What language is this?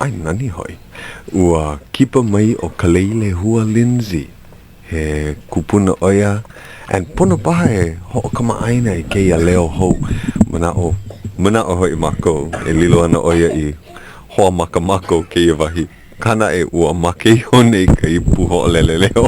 Hawaiian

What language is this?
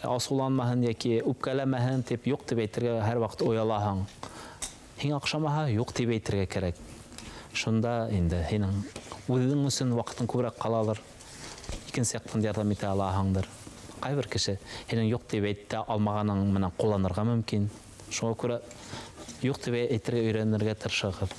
Bashkir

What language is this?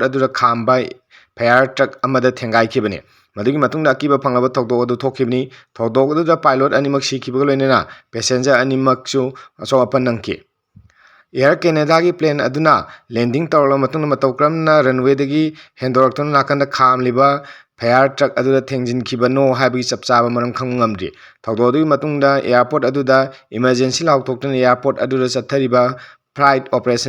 Manipuri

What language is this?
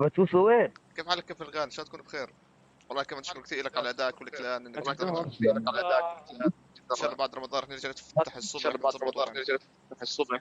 North Levantine Arabic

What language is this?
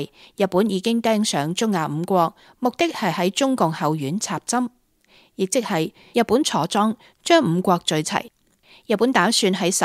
Cantonese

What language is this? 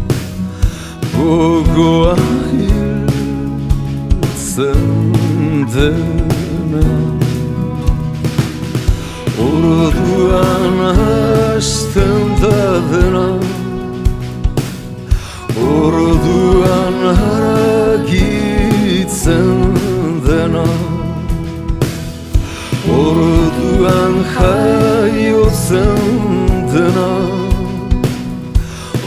Basque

